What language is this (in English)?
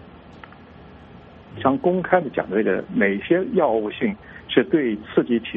Chinese